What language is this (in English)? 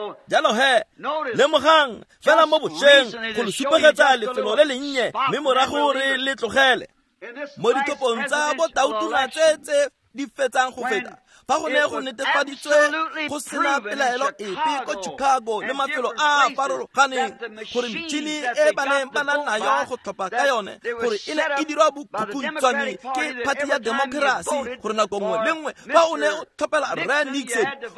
Tswana